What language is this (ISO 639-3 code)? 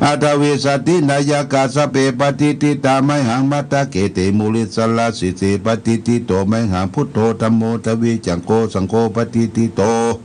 pli